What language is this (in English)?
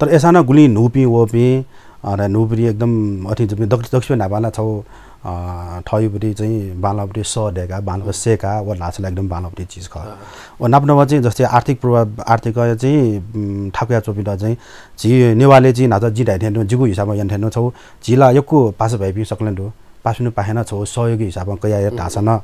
Newari